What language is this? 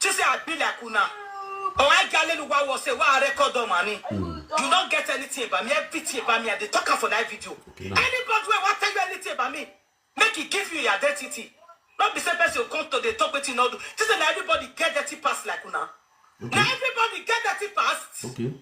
Nigerian Pidgin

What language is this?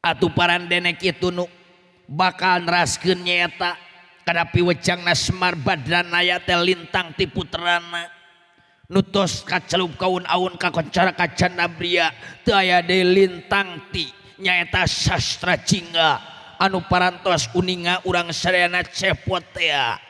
Sundanese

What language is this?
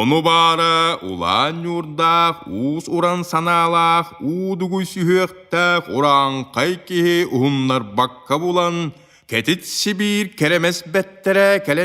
Yakut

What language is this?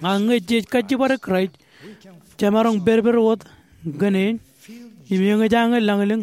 Marshallese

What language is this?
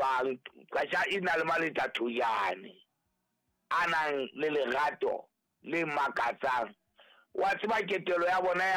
Southern Sotho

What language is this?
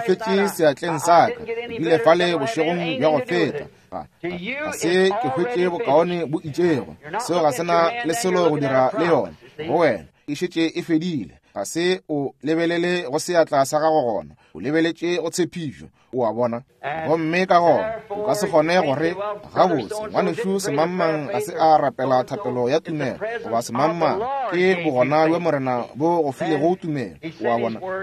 Northern Sotho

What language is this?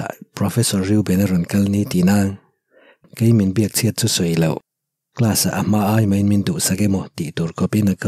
Mizo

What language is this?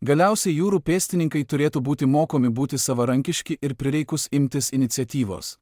Lithuanian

